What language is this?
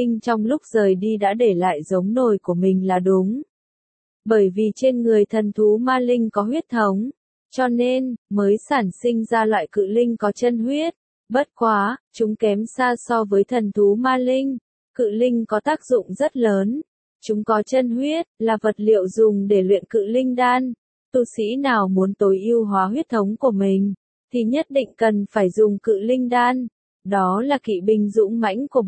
Vietnamese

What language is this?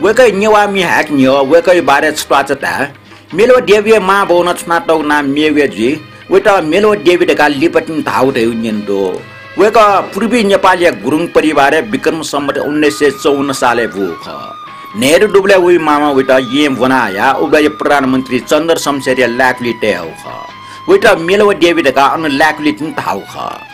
Newari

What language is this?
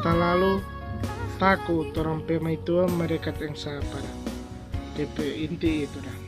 Manado Malay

